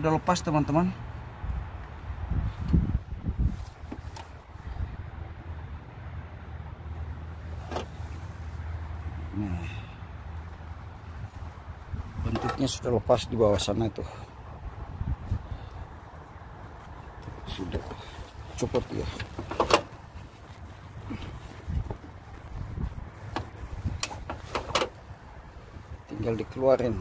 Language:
Indonesian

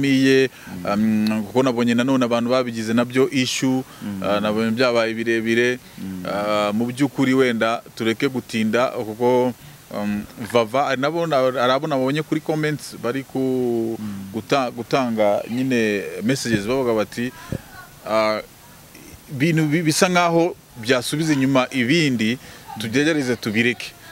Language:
Kinyarwanda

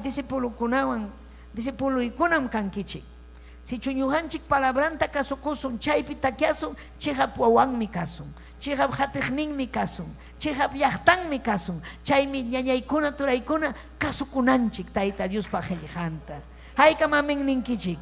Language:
Ayacucho Quechua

